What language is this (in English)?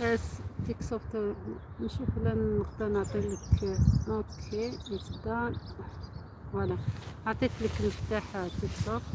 Algerian Arabic